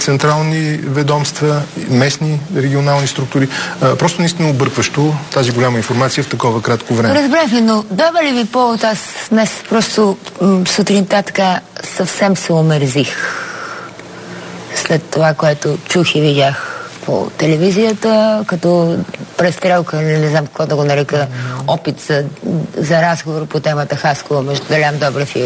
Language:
Bulgarian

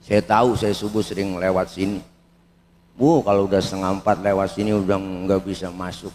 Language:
Betawi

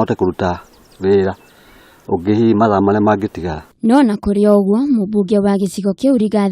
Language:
Kikuyu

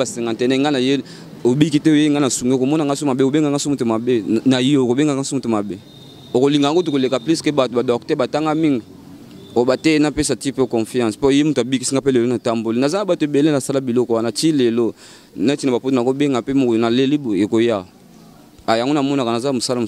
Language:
Lingala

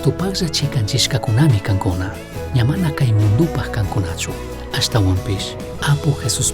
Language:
Chimborazo Highland Quichua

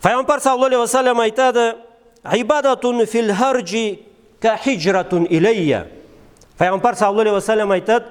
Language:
Karachay-Balkar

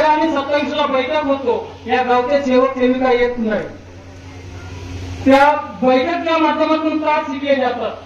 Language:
Marathi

